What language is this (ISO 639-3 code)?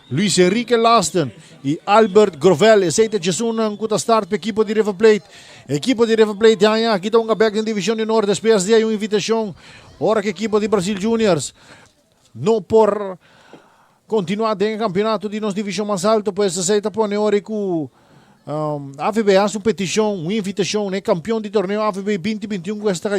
pap